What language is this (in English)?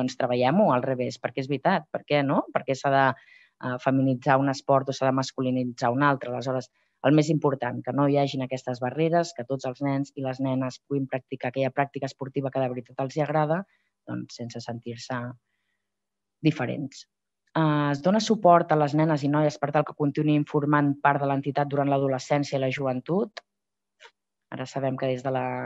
Catalan